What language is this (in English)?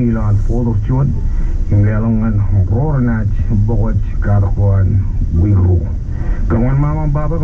Marshallese